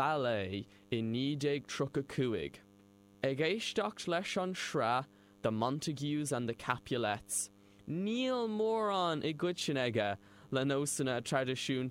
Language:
Irish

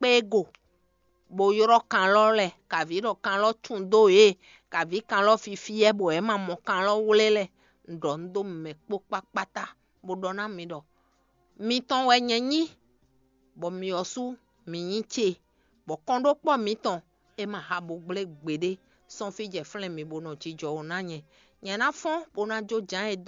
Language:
Fon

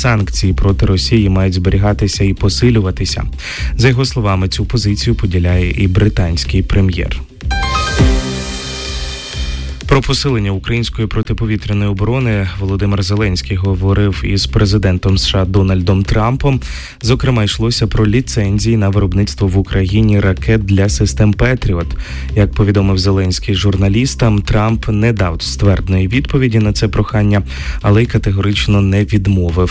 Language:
Ukrainian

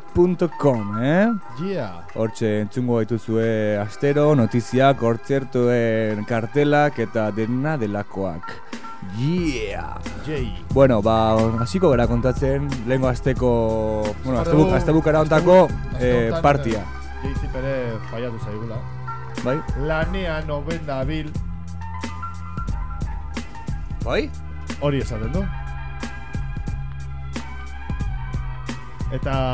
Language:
Basque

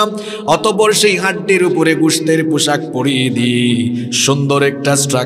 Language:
Bangla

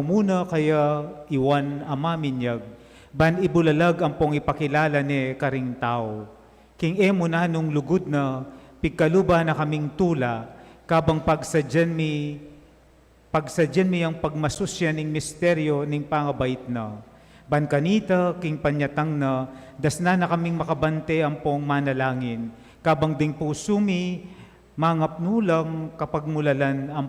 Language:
Pampanga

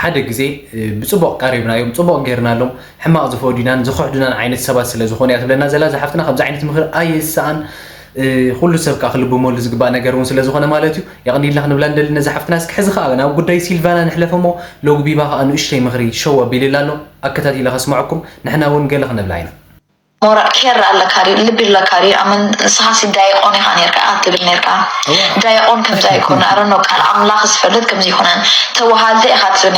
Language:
Tigrinya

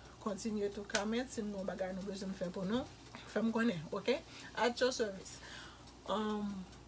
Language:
Haitian Creole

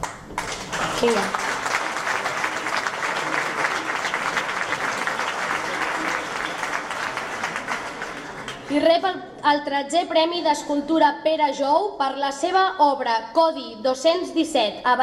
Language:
Catalan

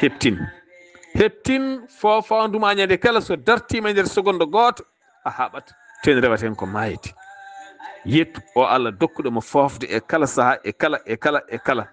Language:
Fula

